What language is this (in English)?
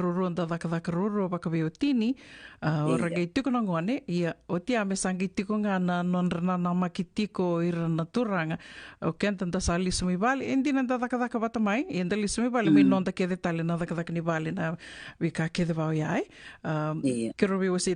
Fijian